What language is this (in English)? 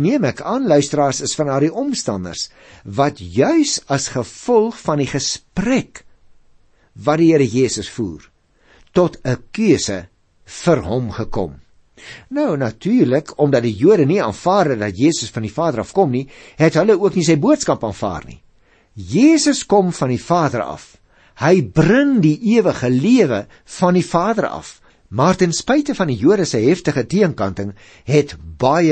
Afrikaans